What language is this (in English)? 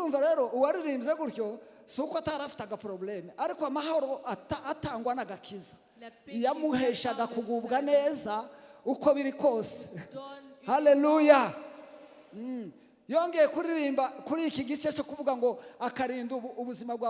Kinyarwanda